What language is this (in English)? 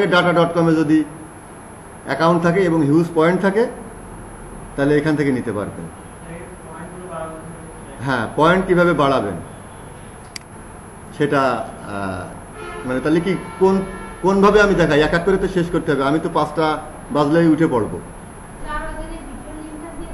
Bangla